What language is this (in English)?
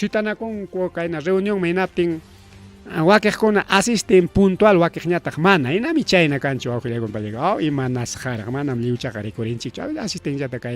Ayacucho Quechua